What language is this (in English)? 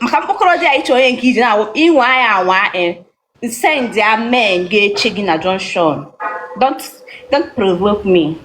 Igbo